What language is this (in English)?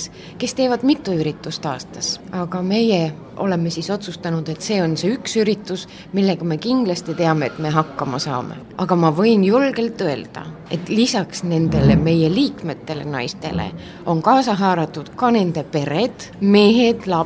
Estonian